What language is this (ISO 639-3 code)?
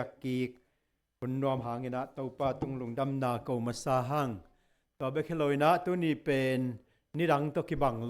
ctd